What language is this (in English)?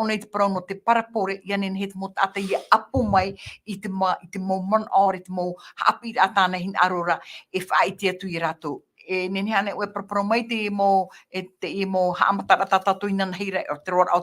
Tahitian